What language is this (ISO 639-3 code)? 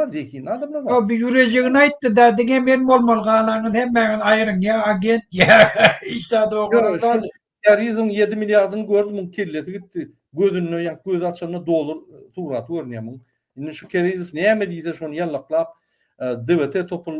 tuk